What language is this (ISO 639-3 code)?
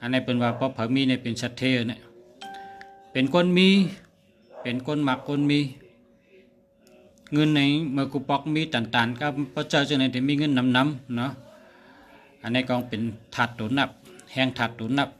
shn